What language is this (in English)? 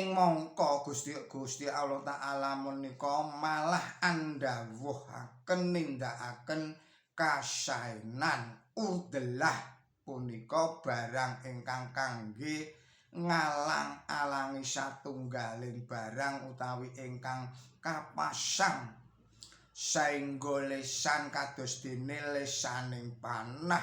Javanese